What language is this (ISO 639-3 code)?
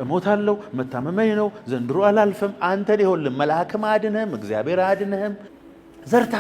amh